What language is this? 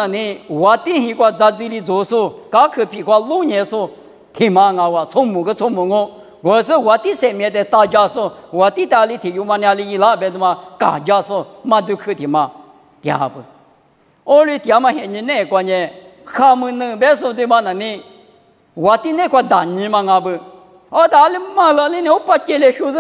Lisu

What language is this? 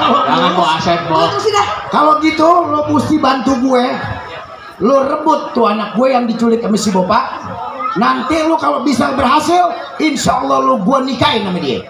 Betawi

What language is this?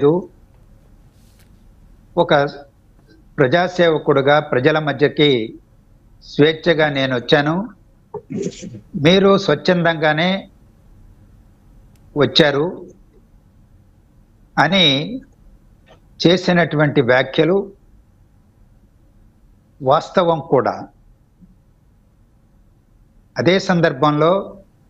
Telugu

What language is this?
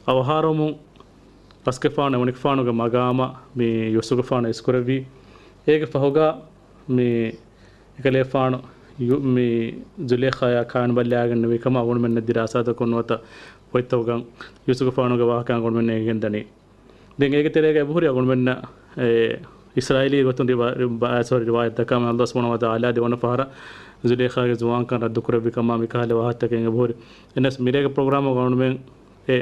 Divehi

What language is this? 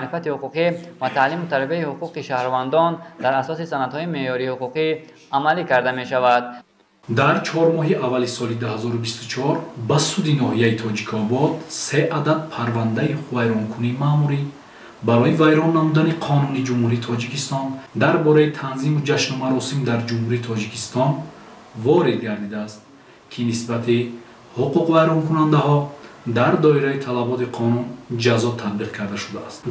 Tajik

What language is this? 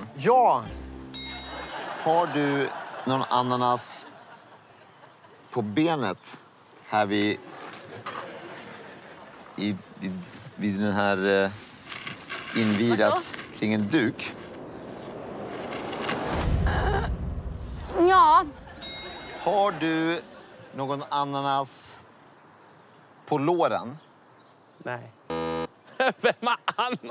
Swedish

